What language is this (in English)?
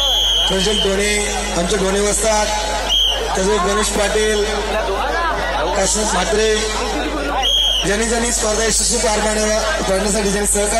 Marathi